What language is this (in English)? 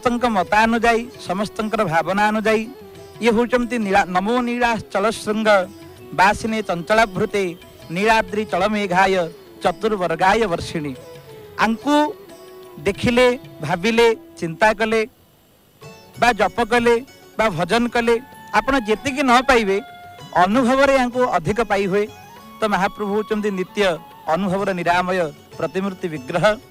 Odia